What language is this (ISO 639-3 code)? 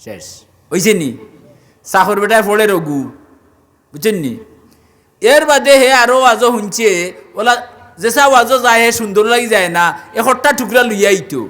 syl